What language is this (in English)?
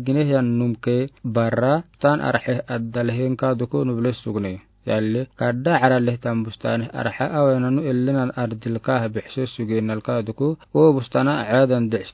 Afar